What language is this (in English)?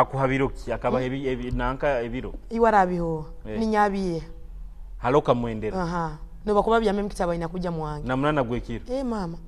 Tooro